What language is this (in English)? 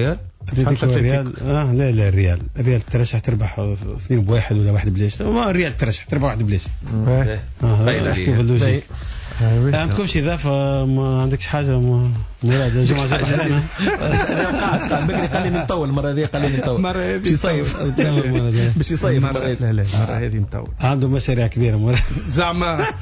Tunisian Arabic